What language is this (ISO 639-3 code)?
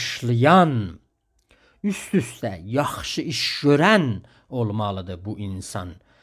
azb